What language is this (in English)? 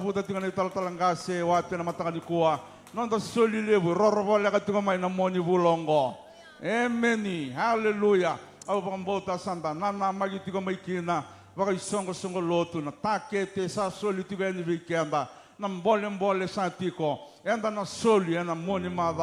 Fijian